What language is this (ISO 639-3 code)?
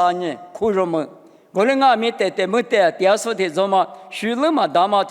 lis